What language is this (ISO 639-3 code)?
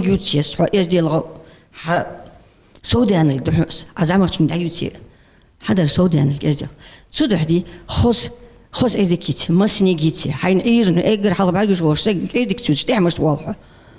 inh